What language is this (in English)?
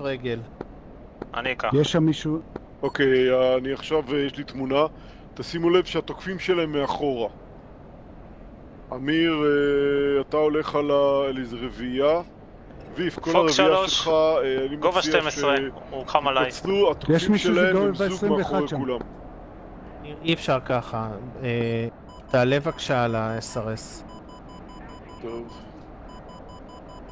Hebrew